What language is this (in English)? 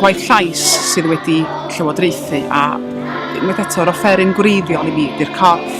Welsh